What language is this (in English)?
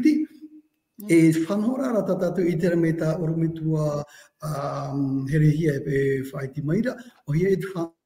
Tahitian